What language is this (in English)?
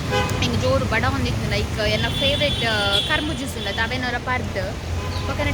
Tulu